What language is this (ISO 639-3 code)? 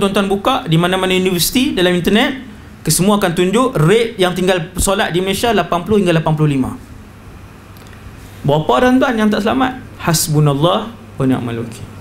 msa